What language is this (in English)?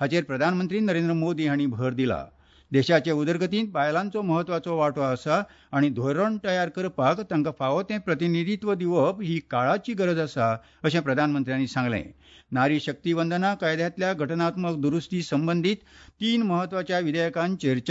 Konkani